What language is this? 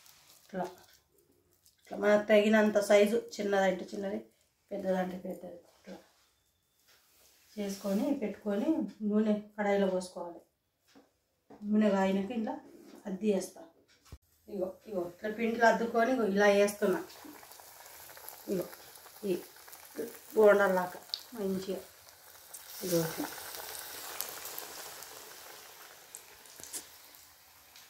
Telugu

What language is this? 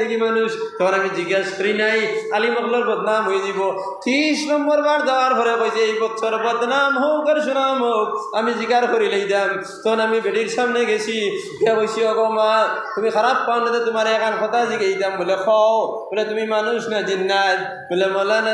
Sylheti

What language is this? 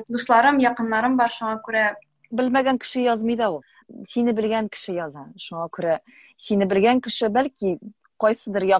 Tatar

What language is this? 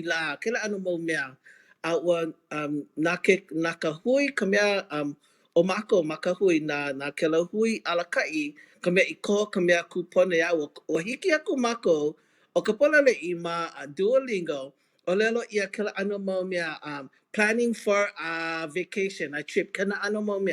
Hawaiian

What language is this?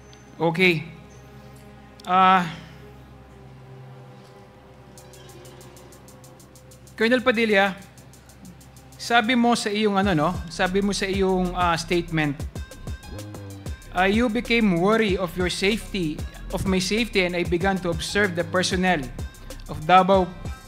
Filipino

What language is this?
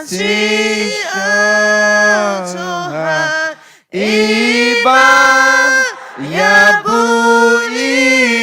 Akha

